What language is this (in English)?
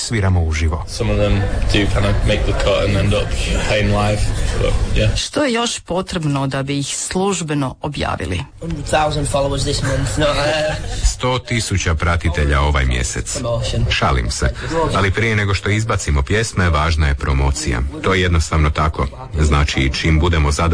Croatian